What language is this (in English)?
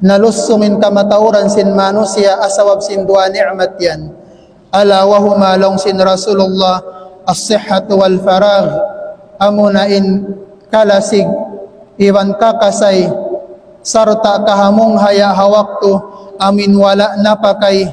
Tausug